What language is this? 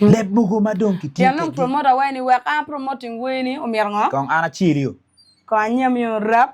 Acoli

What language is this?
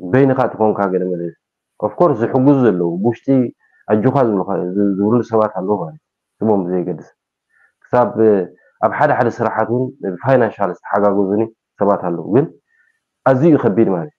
Tigrinya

